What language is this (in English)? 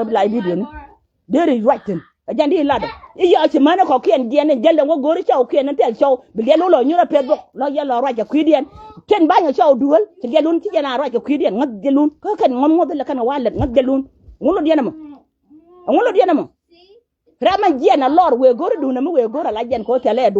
Nuer